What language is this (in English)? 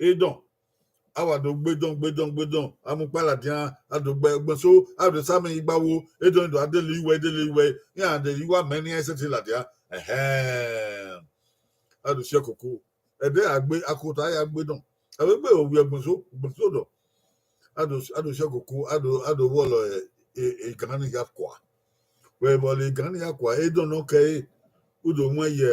Bini